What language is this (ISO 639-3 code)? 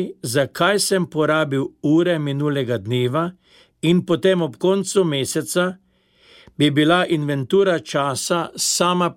slv